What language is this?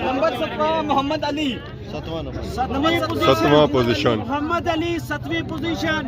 Pahari-Potwari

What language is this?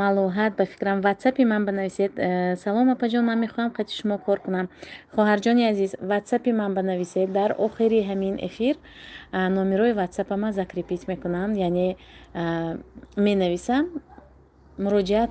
Tajik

